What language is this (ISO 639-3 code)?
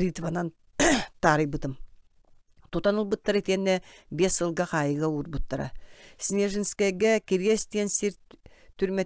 sah